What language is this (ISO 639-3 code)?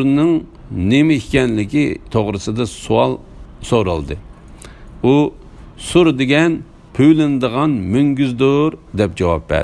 uig